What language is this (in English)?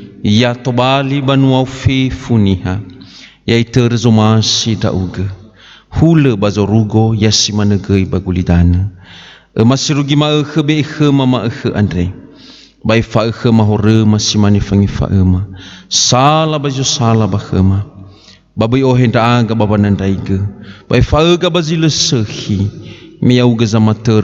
Nias